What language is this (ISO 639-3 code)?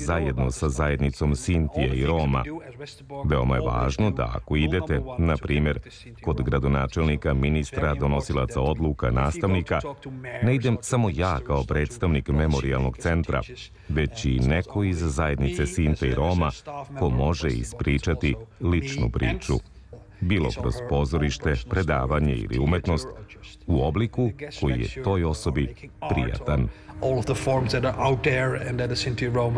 srp